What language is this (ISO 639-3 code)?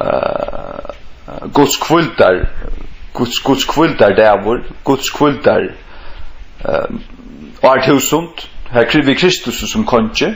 fao